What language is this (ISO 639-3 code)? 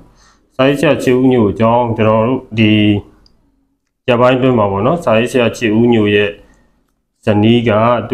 mya